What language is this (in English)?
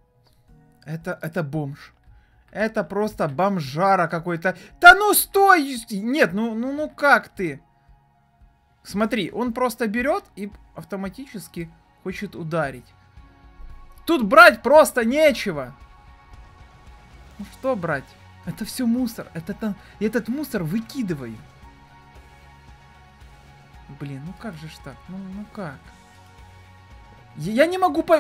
Russian